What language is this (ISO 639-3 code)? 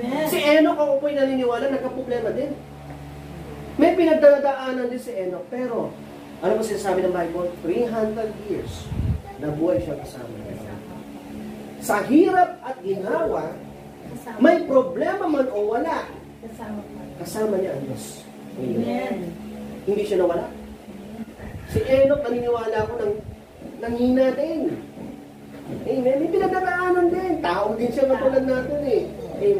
fil